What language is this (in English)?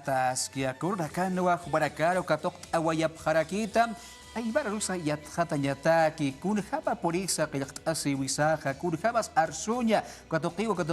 Aymara